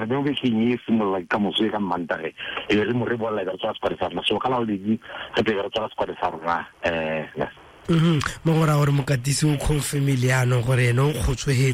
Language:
Tswana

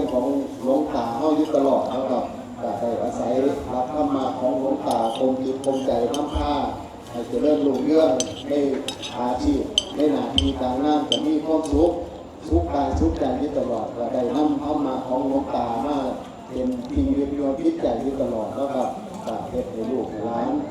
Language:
Northeastern Thai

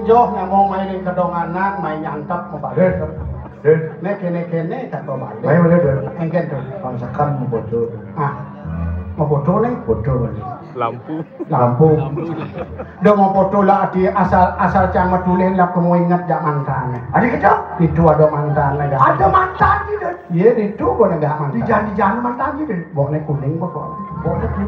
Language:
Balinese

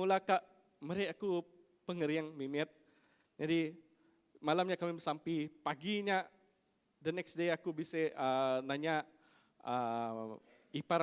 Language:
Iban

